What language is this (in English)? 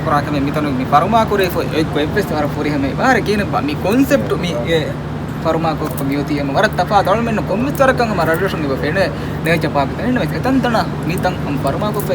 Divehi